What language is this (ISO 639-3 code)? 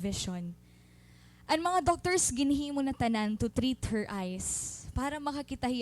war